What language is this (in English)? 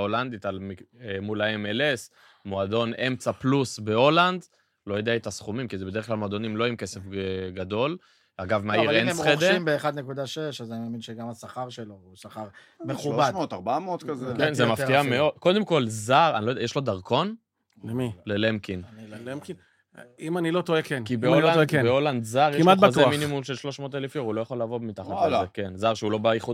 Hebrew